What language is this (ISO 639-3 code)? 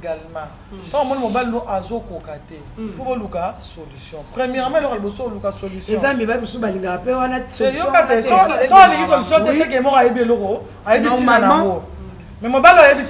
lin